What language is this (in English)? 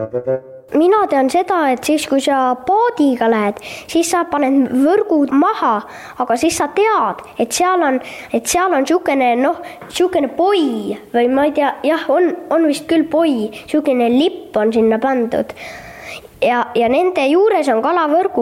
Estonian